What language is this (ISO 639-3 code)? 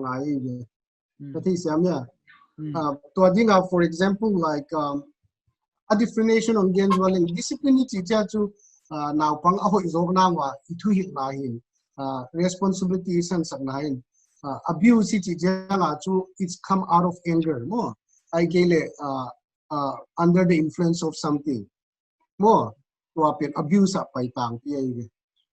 pck